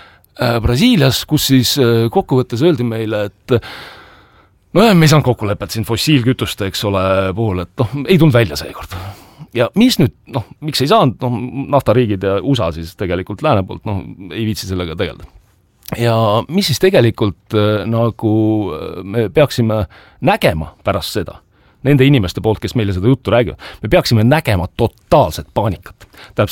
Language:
Estonian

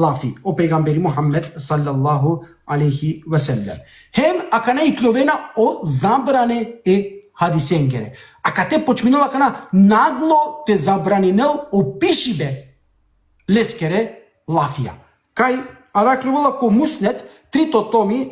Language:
Balkan Romani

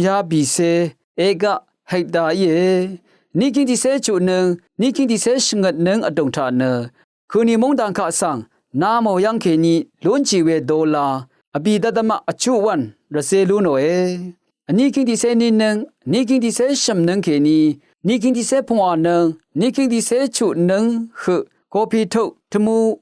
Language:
Rawang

